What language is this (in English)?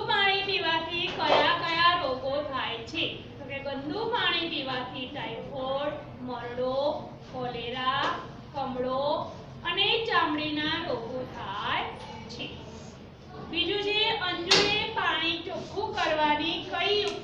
Gujarati